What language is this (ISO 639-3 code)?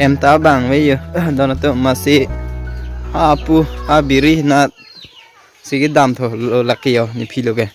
mjw